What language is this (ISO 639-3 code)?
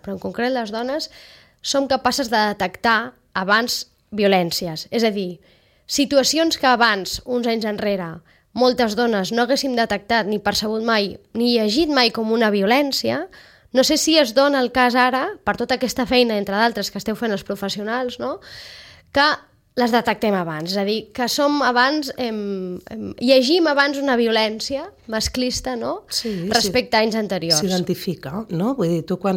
cat